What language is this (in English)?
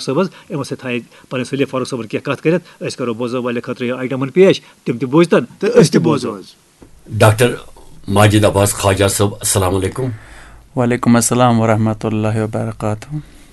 Kashmiri